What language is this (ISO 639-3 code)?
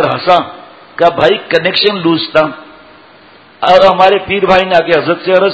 urd